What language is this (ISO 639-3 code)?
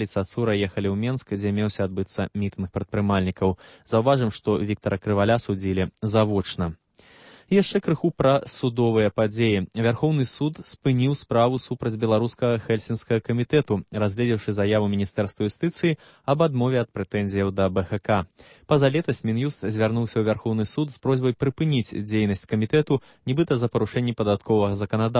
bel